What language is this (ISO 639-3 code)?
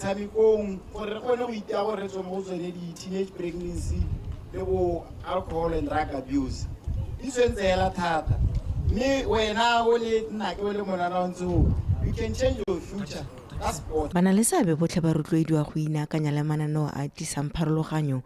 tsn